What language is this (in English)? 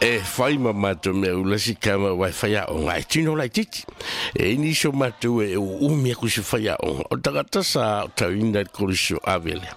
Samoan